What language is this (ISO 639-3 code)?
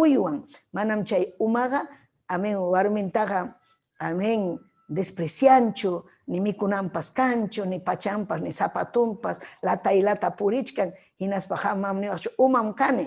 quy